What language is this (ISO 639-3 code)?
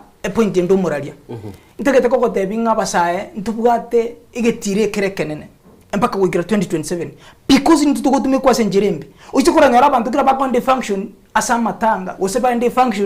guz